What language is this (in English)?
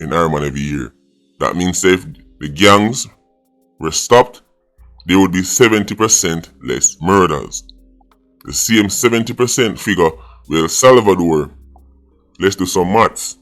Jamaican Creole English